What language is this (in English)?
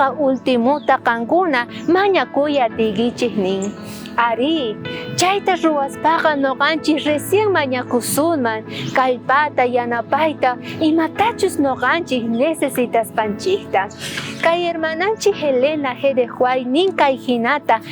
South Bolivian Quechua